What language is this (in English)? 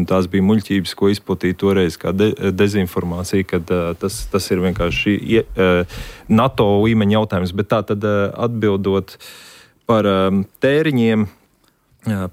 Latvian